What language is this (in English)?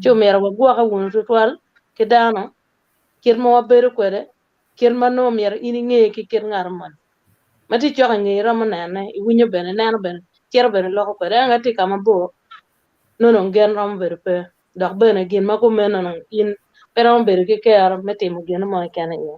Acoli